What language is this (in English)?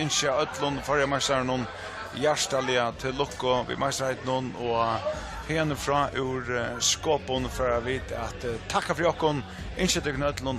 Faroese